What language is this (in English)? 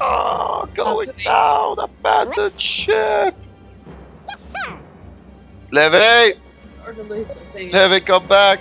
Faroese